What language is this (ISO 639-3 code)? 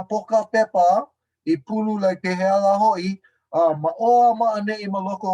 haw